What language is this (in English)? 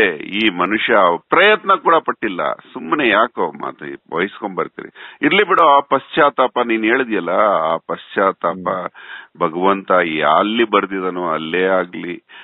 Kannada